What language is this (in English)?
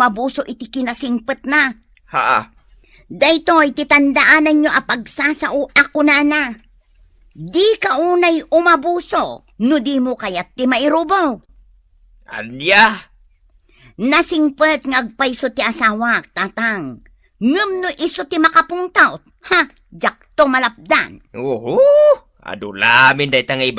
Iloko